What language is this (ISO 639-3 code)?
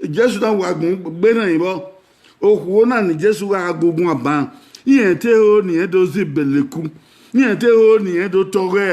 bin